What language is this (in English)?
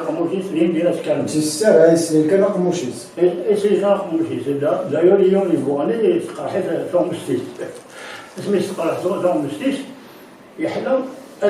Kabyle